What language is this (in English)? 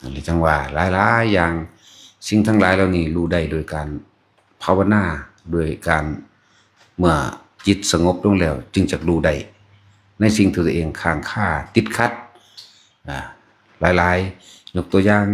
Northeastern Thai